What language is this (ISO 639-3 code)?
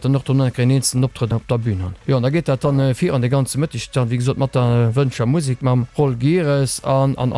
ltz